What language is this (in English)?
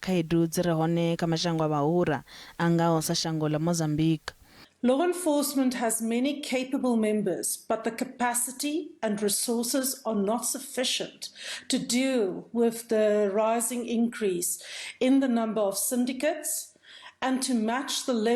Venda